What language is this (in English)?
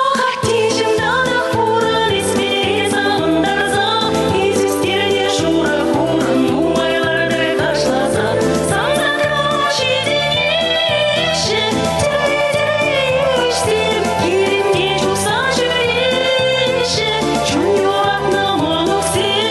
Chuvash